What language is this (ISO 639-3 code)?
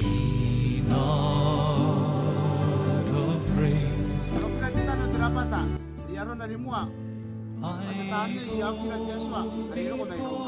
gil